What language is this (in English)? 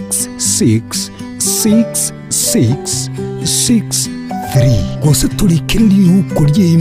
Gusii